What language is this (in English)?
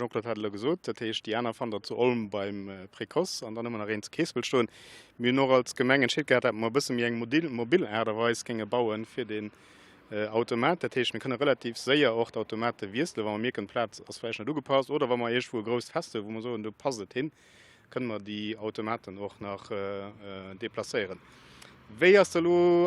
Luxembourgish